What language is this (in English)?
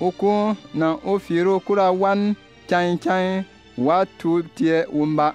Bimoba